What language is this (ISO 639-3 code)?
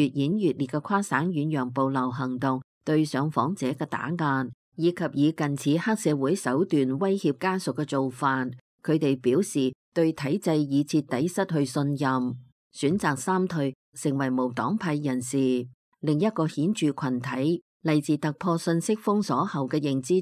yue